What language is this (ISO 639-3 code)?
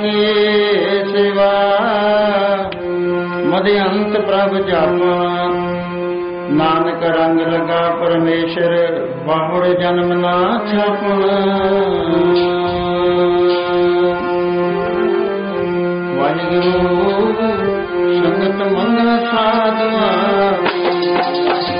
pan